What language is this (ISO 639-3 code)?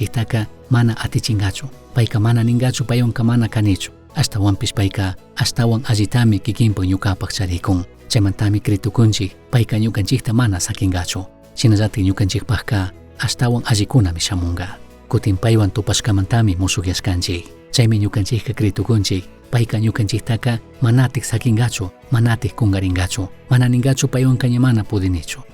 qug